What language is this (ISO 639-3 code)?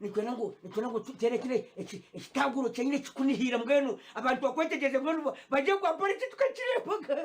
nyn